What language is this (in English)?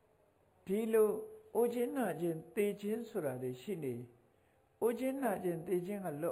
Burmese